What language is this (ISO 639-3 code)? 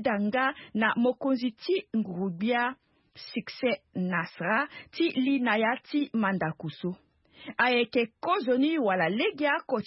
sag